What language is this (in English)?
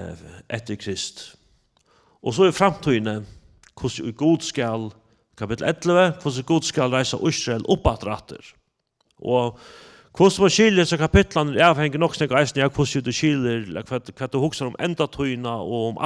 Faroese